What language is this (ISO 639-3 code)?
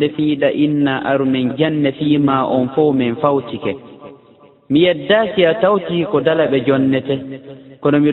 ful